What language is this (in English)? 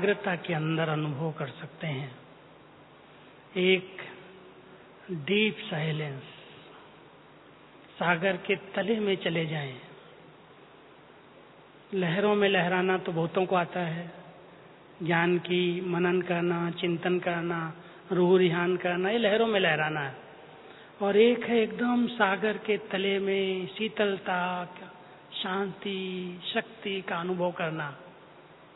Hindi